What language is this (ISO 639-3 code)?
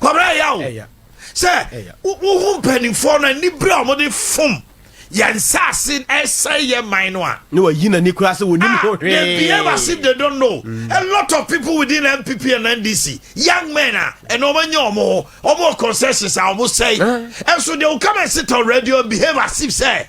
aka